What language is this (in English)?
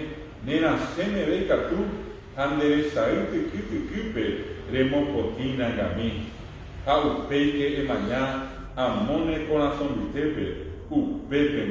Guarani